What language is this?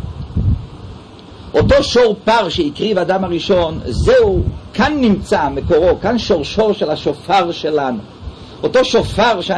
Hebrew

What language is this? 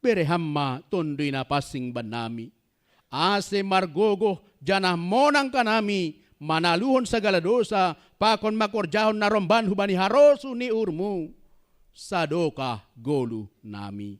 Batak Simalungun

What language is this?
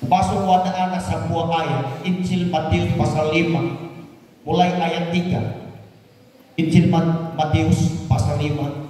Nias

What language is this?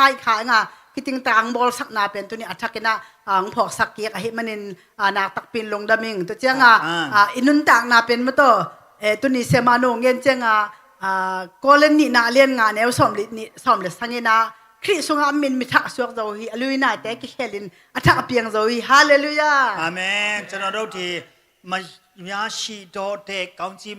Tedim Chin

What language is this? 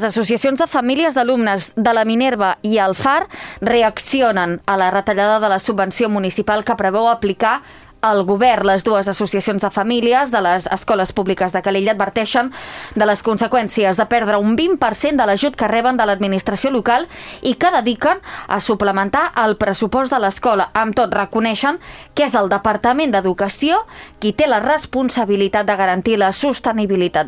Catalan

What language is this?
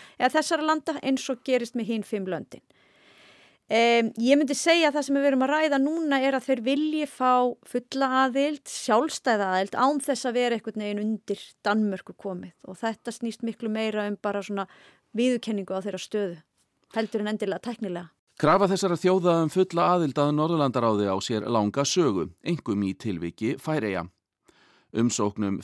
Icelandic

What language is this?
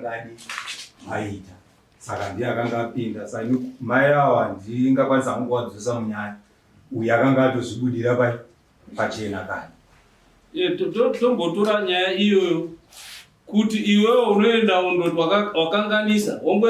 Shona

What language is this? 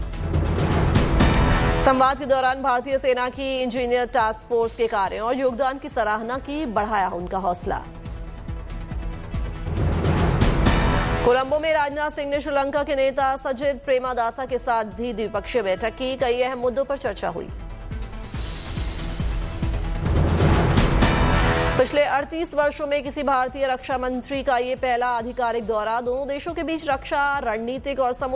Hindi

